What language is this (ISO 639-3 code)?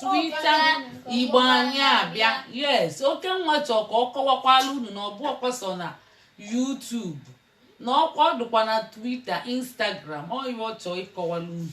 ibo